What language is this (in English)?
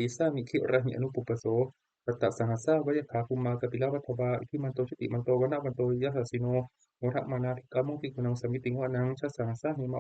Pali